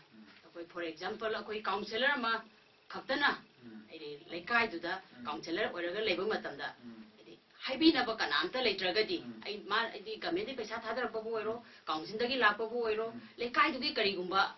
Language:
Manipuri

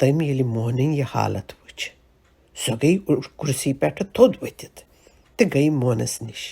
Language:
Kashmiri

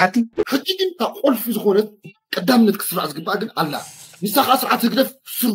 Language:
Tigrinya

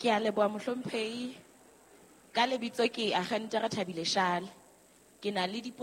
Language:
Southern Sotho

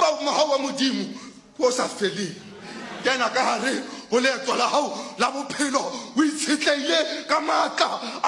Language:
Southern Sotho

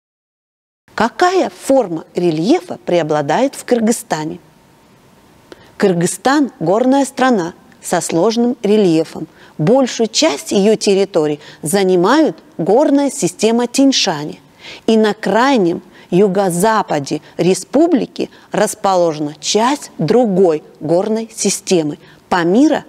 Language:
Russian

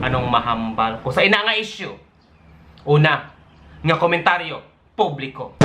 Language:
Hiligaynon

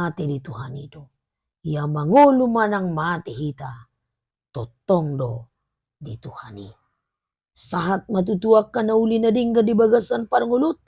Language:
Batak Toba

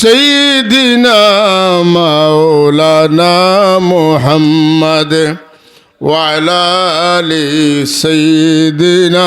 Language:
Sylheti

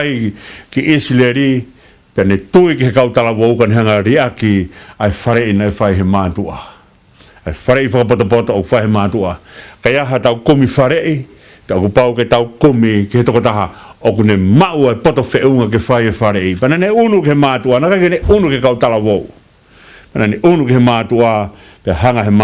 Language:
Tongan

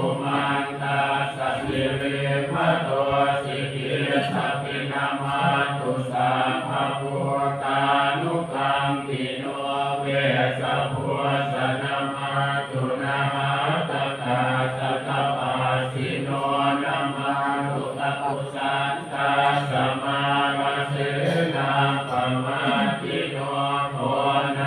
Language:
Pali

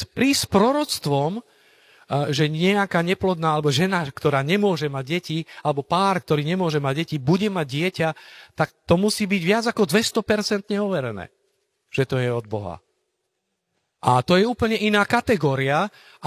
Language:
Slovak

